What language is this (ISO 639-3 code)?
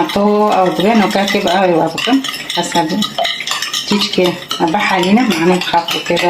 kur